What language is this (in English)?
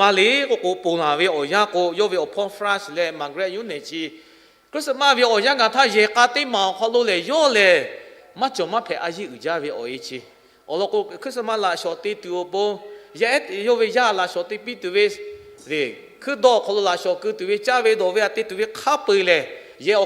Lahu